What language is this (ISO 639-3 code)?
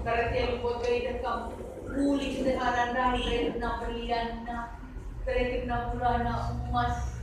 btx